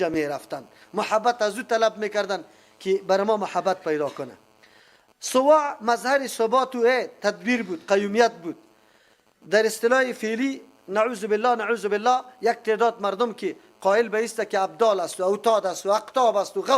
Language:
Persian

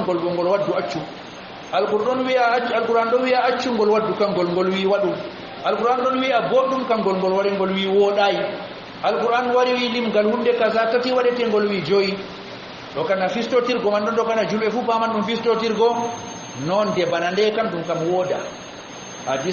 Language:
Fula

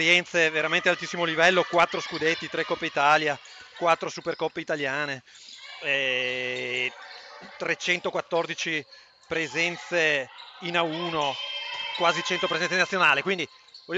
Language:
Italian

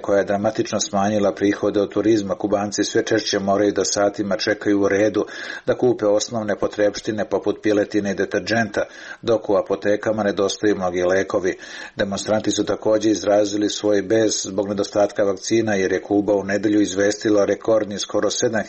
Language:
Serbian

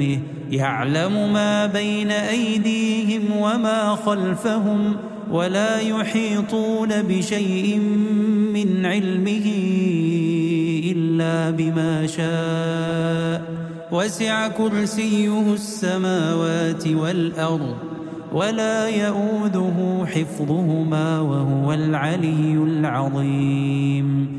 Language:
Arabic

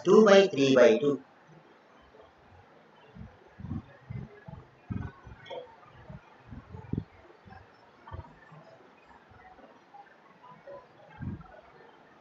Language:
Telugu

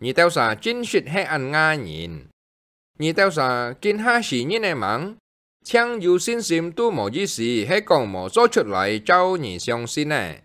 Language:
Hakka Chinese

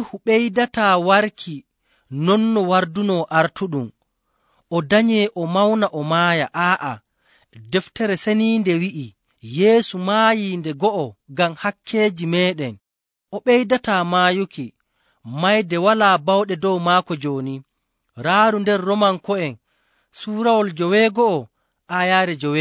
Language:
Nigerian Fulfulde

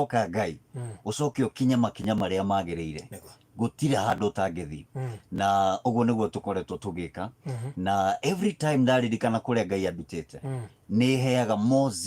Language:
Kikuyu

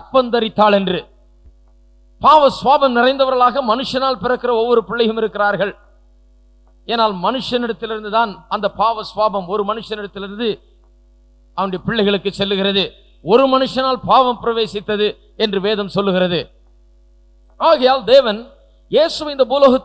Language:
Tamil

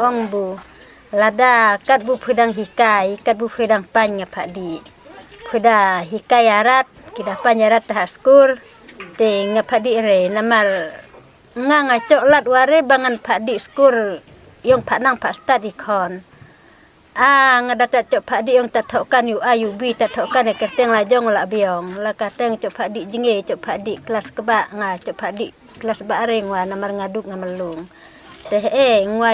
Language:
Khasi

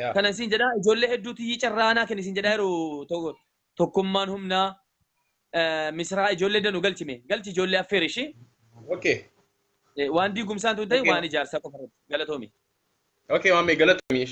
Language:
Oromo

